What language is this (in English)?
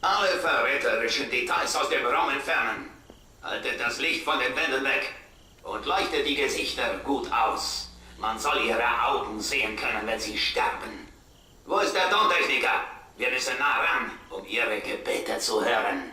Bavarian